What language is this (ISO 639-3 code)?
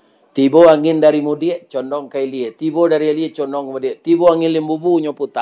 min